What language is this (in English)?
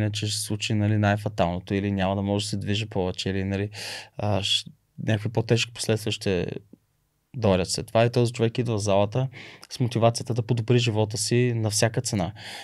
Bulgarian